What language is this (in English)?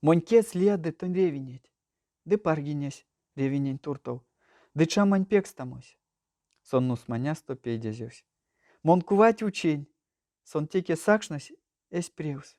Erzya